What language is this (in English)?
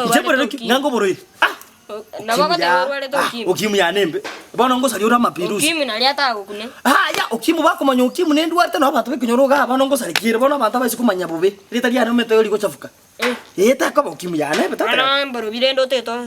Gusii